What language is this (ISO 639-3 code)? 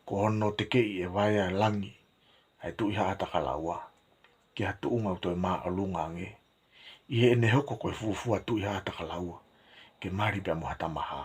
ton